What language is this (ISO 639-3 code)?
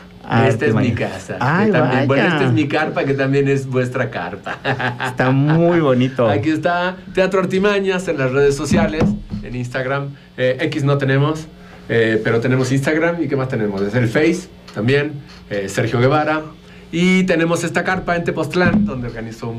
spa